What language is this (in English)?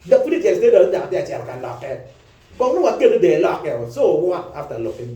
Acoli